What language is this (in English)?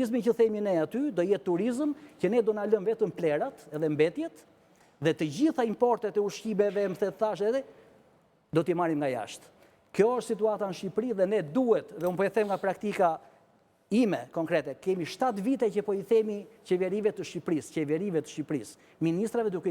Albanian